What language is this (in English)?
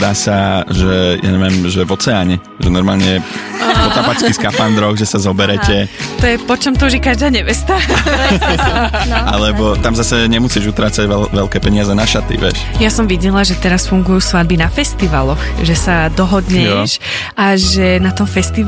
Slovak